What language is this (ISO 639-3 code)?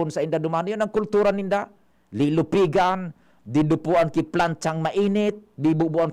bik